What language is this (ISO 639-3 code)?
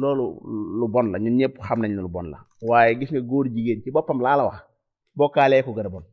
wol